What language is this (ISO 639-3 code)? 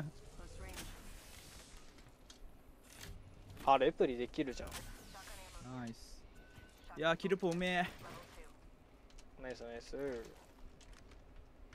jpn